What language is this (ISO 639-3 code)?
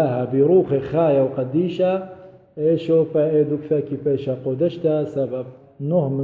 aii